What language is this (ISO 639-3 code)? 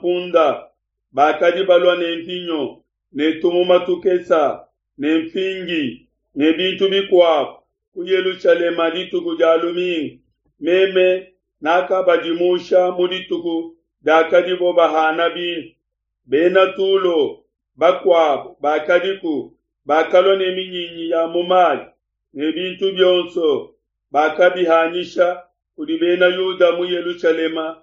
lua